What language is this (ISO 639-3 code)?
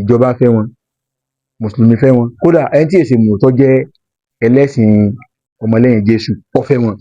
yor